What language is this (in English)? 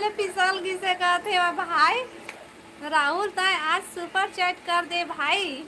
Chhattisgarhi